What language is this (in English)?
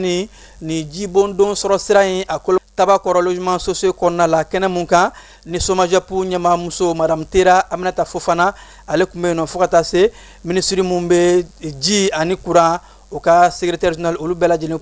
Bambara